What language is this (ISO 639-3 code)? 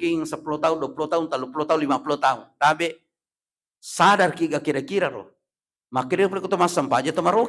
bug